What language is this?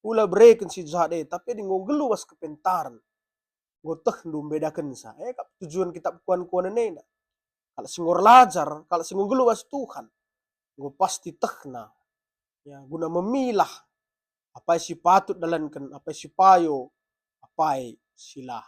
Batak Karo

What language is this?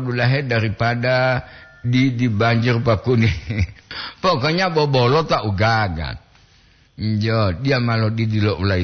Gorontalo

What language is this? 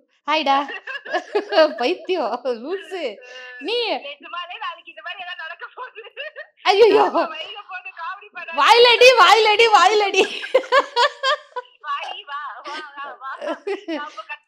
Tamil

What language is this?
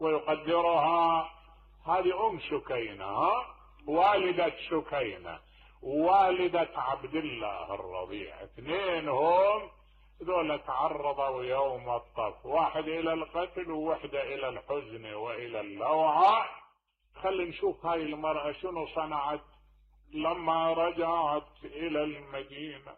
Mesopotamian Arabic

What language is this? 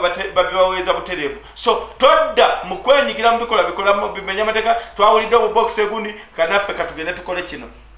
Ganda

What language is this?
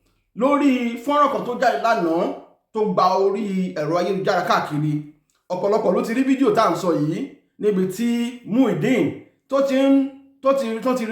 Yoruba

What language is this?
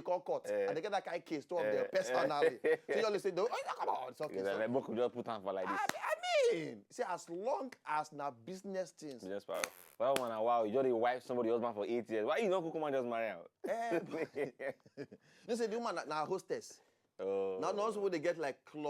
Nigerian Pidgin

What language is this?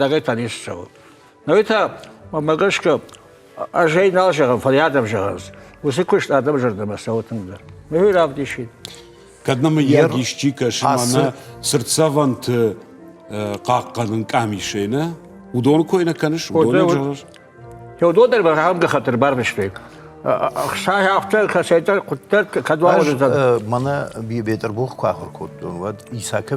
Ossetic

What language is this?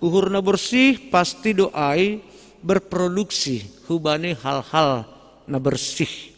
Batak Simalungun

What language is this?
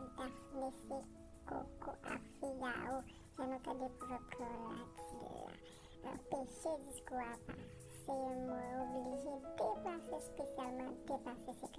Haitian Creole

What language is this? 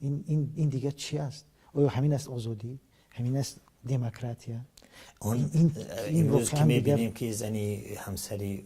Tajik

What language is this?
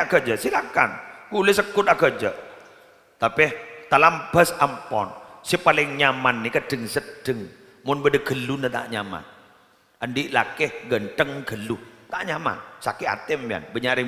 Madurese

